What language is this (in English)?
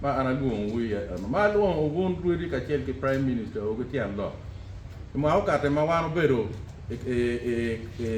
Acoli